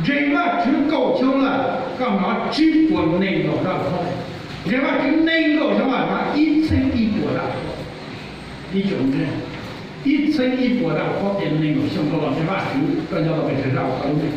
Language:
Hmong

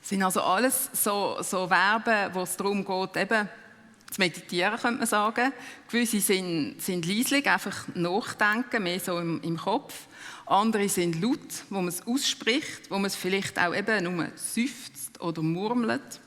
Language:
Swiss German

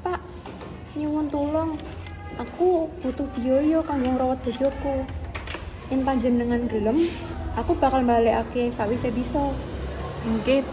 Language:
Javanese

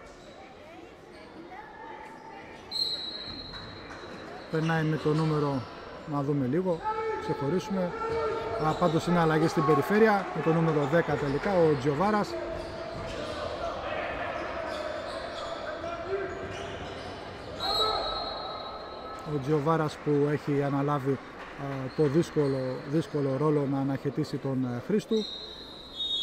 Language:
Greek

